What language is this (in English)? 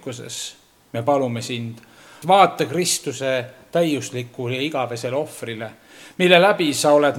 Estonian